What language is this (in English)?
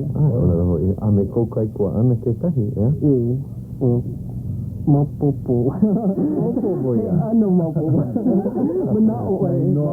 Hawaiian